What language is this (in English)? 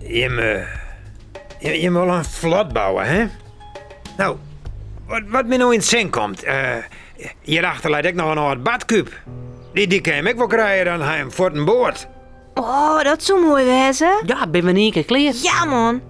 Western Frisian